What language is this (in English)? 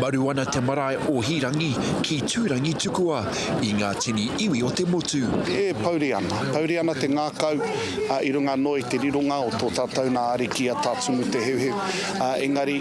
Māori